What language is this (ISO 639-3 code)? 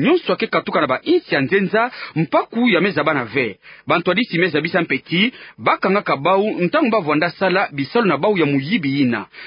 ktu